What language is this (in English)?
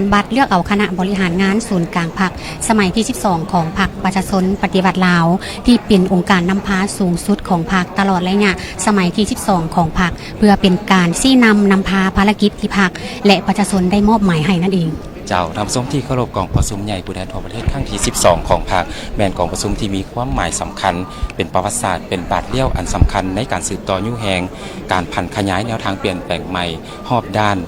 Lao